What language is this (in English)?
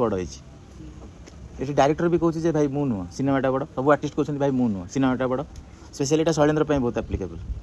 Odia